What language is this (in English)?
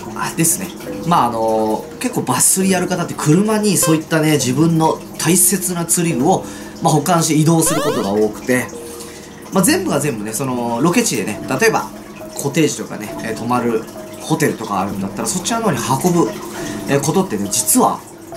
Japanese